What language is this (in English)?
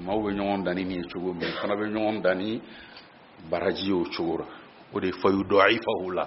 Bambara